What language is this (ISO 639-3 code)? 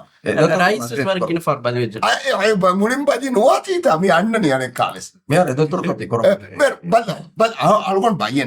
div